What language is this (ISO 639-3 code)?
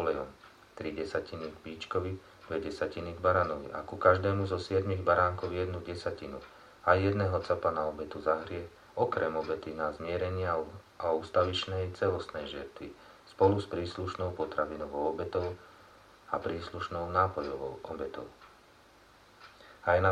slk